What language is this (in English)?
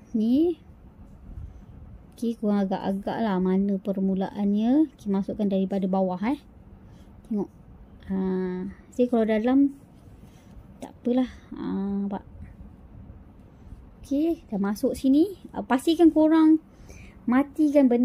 Malay